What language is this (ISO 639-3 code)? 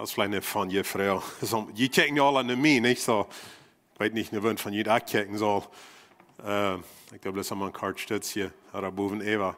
pdt